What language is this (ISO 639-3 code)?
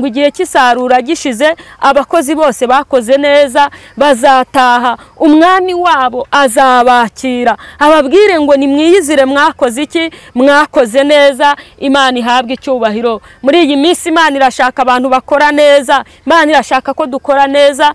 kin